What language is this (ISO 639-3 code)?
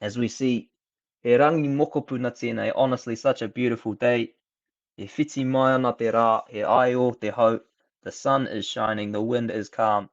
mri